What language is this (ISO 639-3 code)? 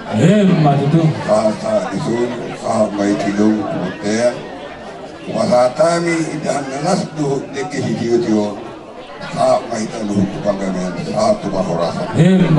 bbc